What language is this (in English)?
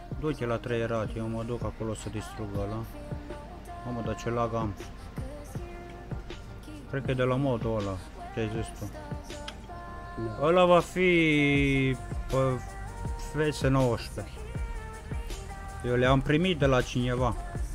Romanian